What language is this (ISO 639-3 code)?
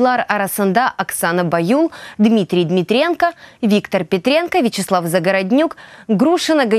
crh